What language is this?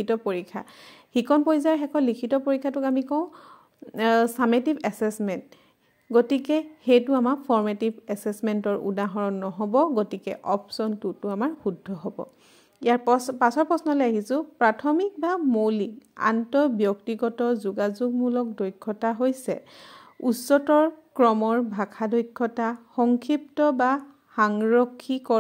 Assamese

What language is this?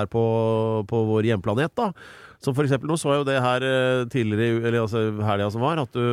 Norwegian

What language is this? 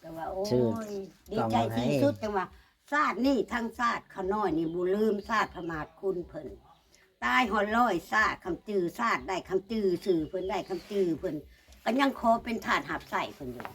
Northeastern Thai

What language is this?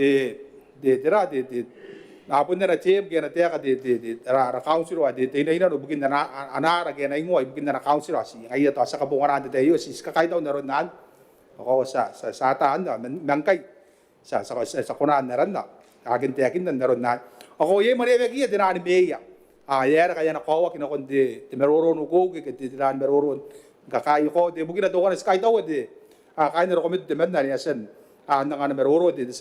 Gilbertese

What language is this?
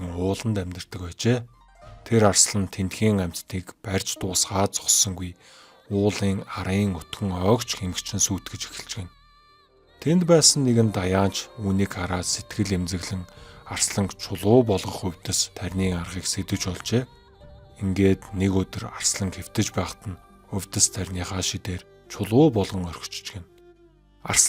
Mongolian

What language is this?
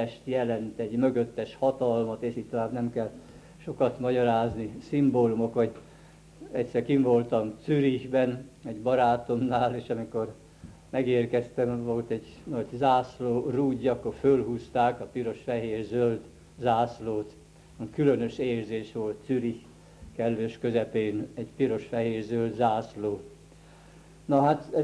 Hungarian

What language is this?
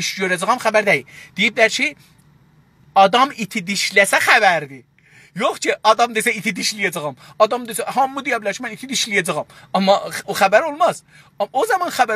South Azerbaijani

